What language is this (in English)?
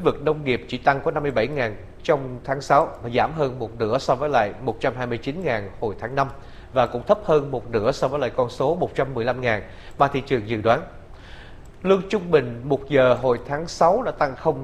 Vietnamese